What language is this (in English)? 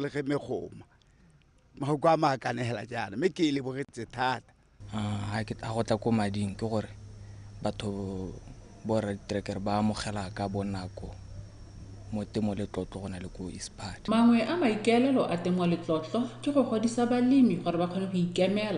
Tswana